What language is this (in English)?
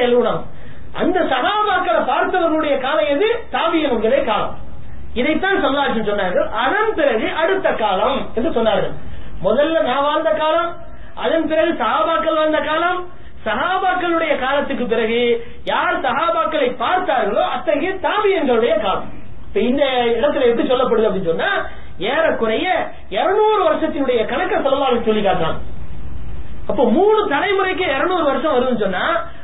Tamil